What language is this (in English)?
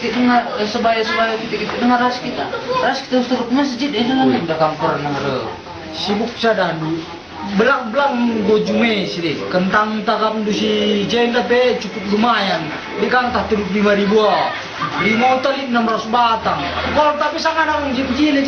Batak Karo